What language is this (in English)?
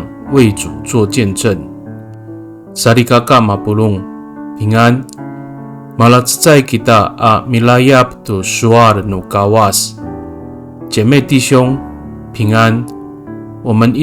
Amis